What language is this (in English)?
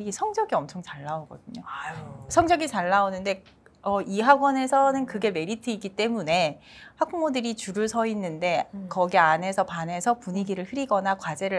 Korean